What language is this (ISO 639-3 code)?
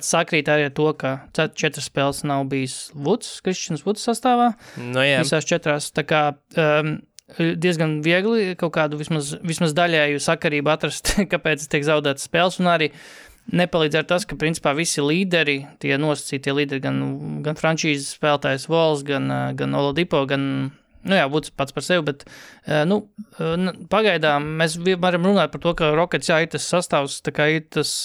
lav